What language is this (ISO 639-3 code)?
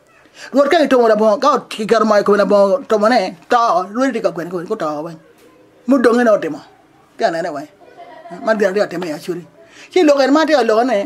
ach